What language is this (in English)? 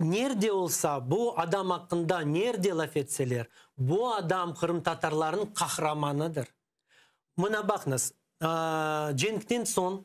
Crimean Tatar